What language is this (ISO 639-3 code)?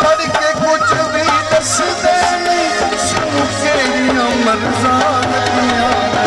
skr